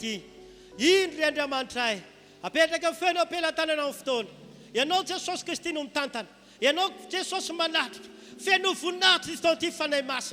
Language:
Malagasy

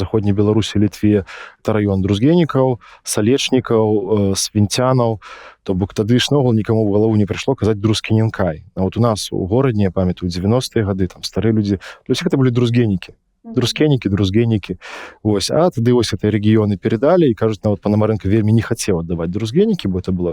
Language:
Belarusian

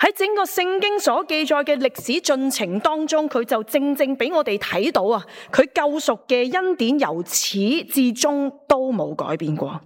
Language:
Cantonese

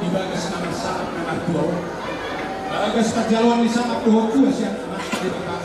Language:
Batak Toba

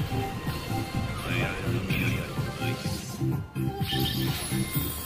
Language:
Indonesian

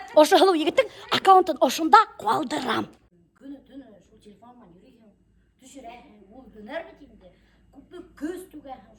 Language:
Bashkir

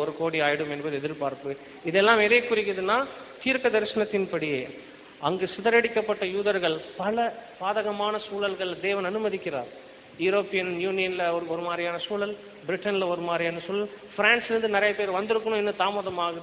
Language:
Tamil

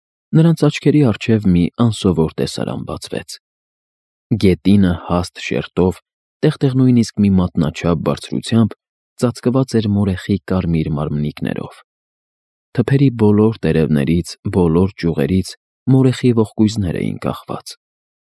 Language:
Armenian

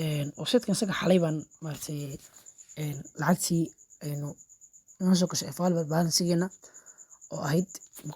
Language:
Somali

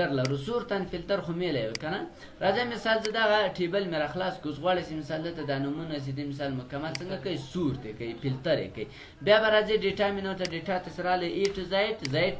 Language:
Pashto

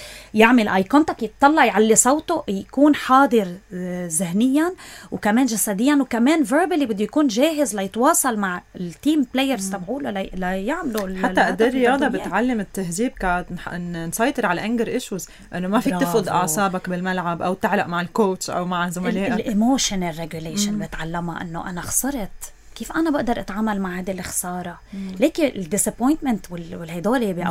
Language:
North Levantine Arabic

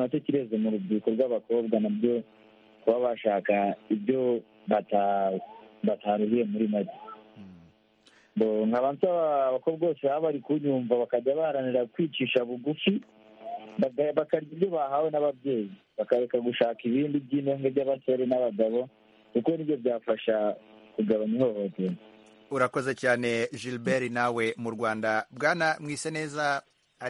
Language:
Kinyarwanda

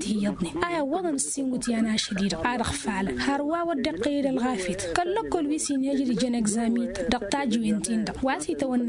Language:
Tamasheq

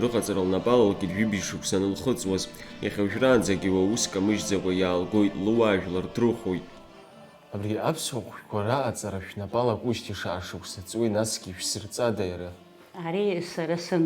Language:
Abkhazian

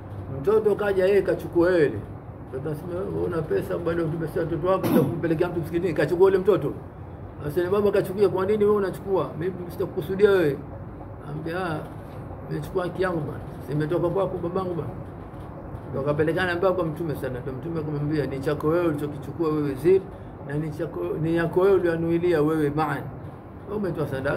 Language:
Swahili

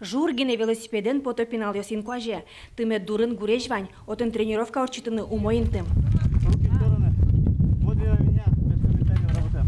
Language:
Udmurt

